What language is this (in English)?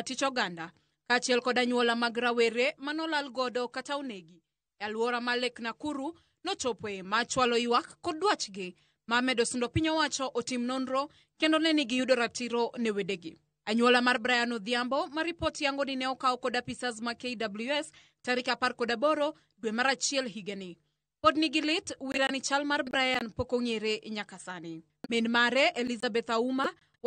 Luo (Kenya and Tanzania)